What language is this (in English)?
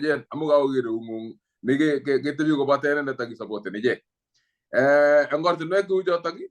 Kalenjin